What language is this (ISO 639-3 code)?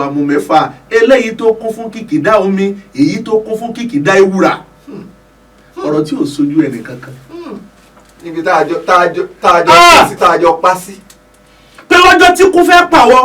yor